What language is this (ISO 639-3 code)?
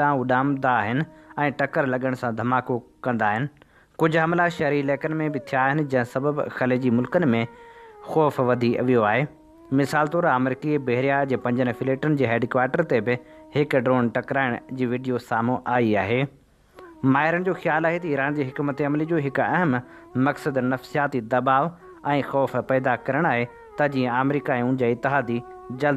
snd